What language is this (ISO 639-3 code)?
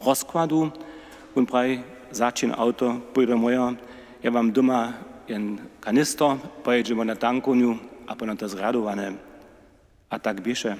hsb